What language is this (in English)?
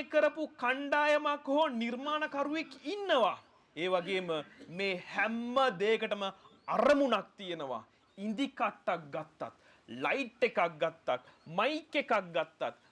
Sinhala